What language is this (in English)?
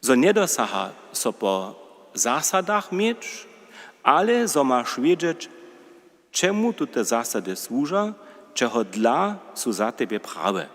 Upper Sorbian